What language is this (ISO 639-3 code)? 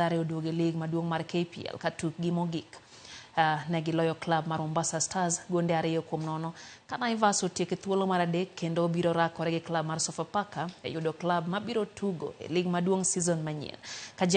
luo